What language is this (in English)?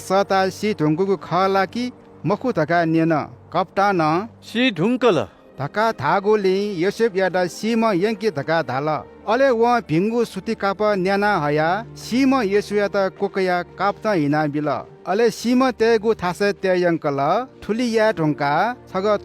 Newari